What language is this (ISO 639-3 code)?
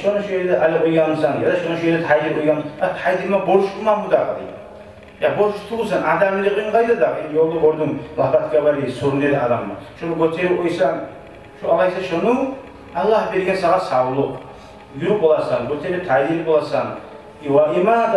kum